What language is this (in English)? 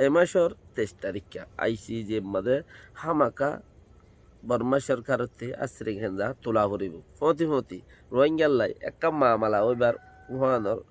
Rohingya